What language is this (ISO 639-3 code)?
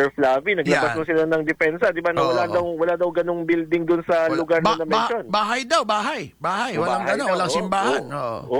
fil